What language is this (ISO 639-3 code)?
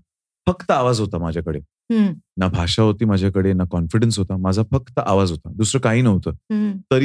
mar